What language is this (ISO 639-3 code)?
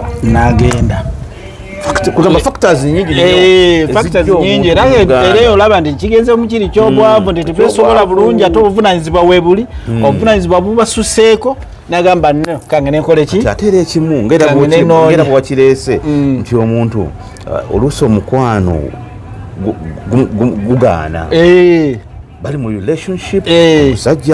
lug